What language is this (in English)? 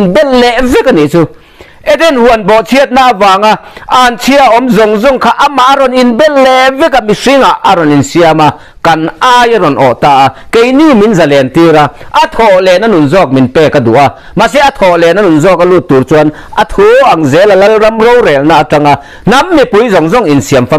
Mizo